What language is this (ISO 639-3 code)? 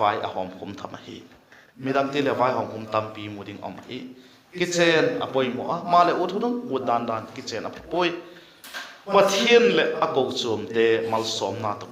vap